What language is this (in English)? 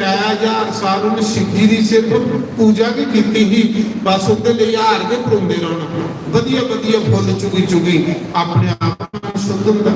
Dogri